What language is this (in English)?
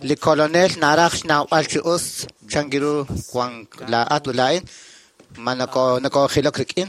Kekchí